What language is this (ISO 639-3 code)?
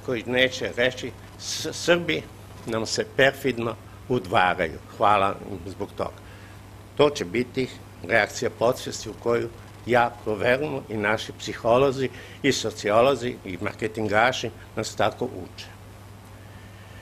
srp